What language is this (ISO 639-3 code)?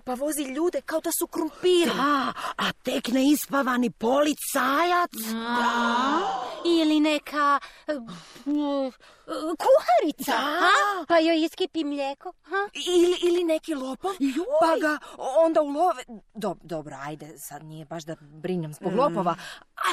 hrv